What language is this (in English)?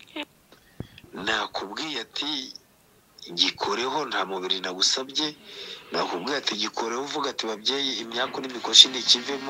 Kinyarwanda